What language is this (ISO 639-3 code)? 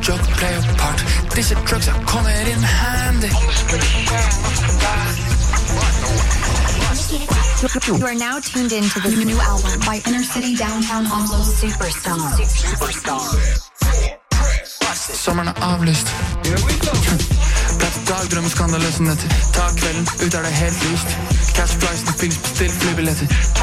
nor